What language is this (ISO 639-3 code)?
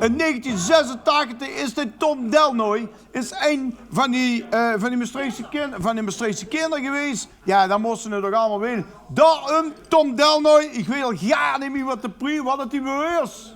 lim